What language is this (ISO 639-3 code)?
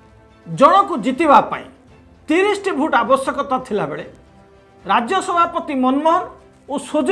ori